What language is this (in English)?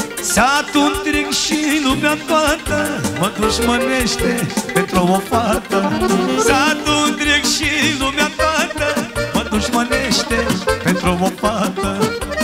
Romanian